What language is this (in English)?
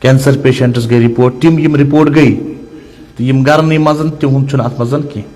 Kashmiri